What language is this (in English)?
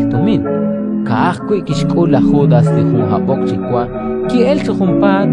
Kekchí